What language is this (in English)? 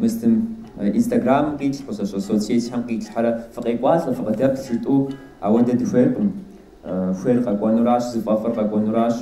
Kabardian